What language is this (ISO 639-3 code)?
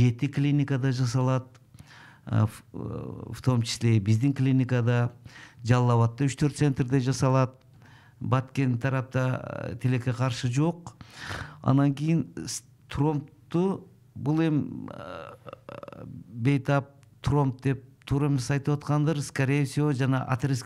kir